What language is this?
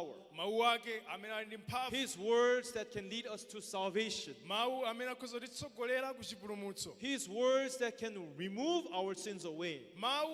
Nyanja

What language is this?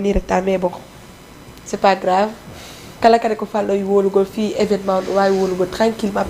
Fula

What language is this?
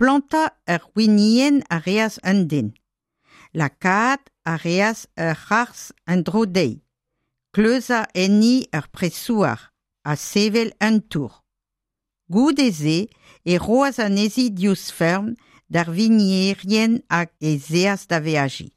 Breton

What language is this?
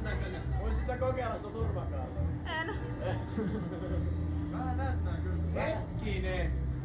Finnish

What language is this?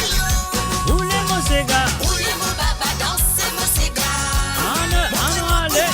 Morisyen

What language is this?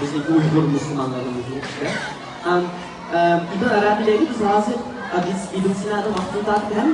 Uyghur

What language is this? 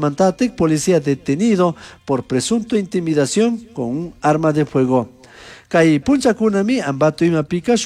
Chimborazo Highland Quichua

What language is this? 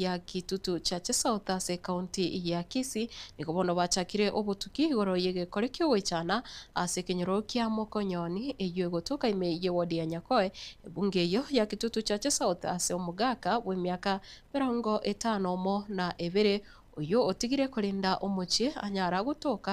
Gusii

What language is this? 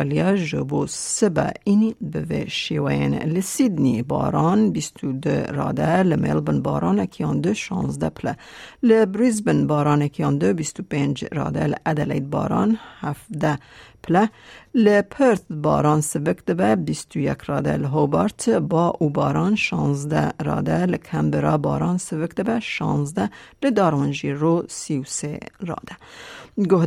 Kurdish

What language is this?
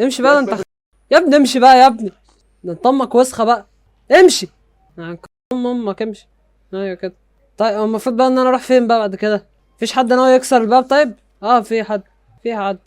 Egyptian Arabic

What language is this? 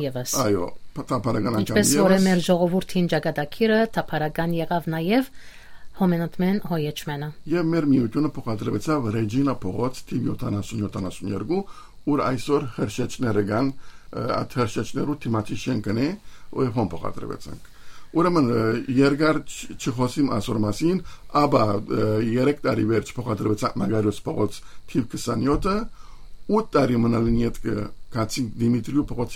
Western Armenian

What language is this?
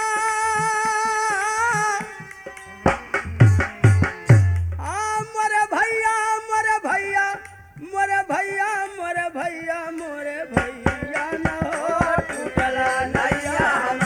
Bhojpuri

